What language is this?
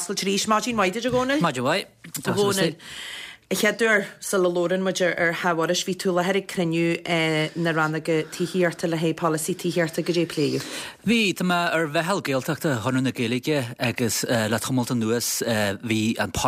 Irish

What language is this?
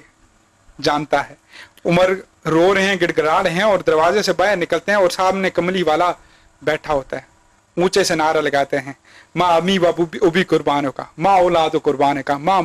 Urdu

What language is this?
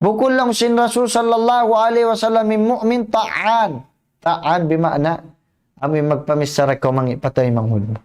Tausug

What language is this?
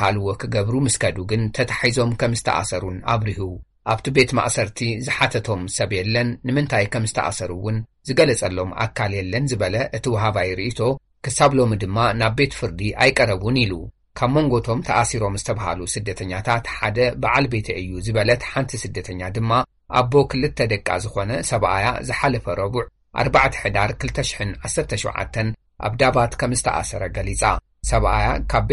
Tigrinya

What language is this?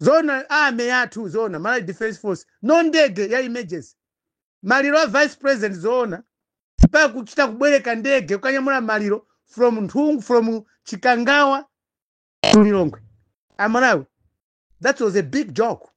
Nyanja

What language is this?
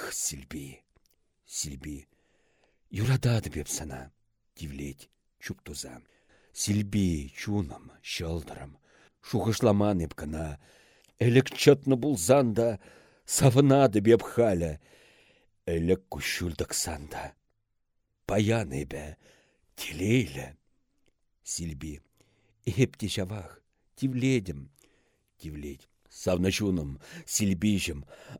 Chuvash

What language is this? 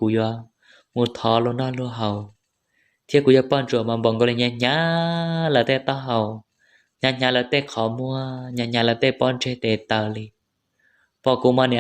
Hmong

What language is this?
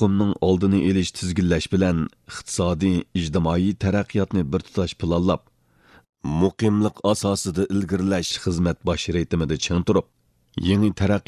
Uyghur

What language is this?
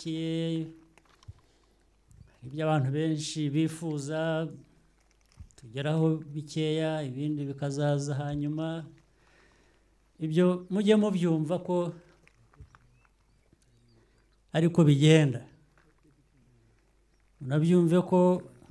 Kinyarwanda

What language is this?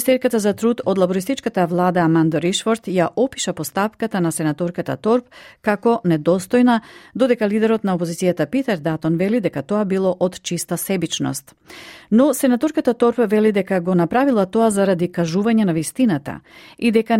Macedonian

